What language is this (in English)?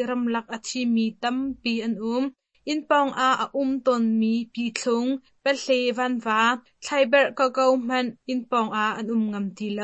Hakha Chin